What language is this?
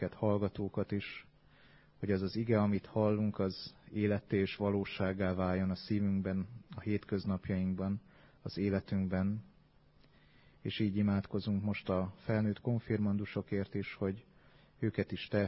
Hungarian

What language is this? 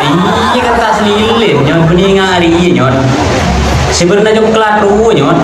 Madurese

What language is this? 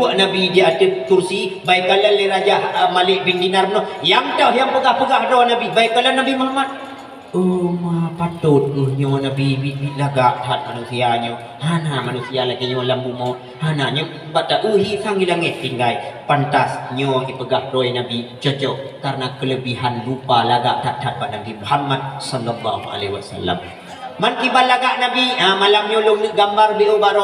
Achinese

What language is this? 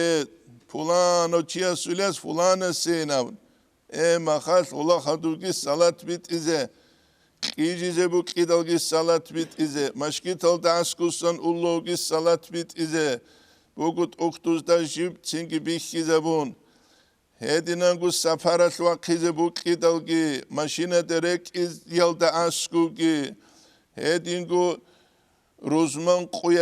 Avaric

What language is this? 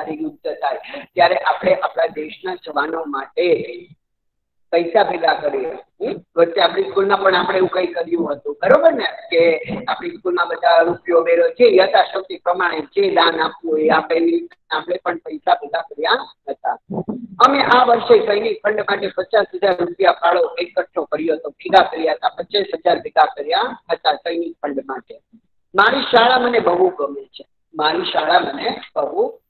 Gujarati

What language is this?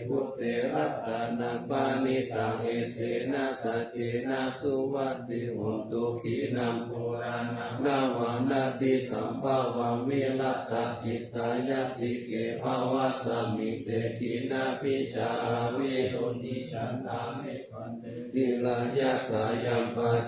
Pali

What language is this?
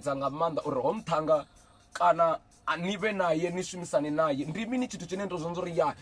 Venda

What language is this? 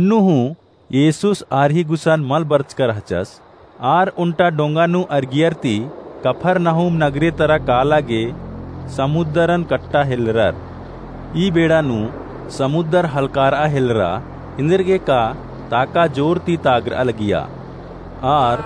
Kurukh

